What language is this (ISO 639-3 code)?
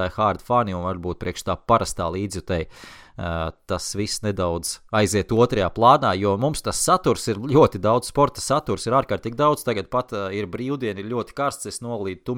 lav